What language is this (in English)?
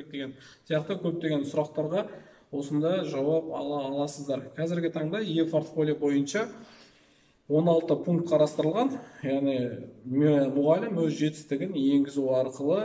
Kazakh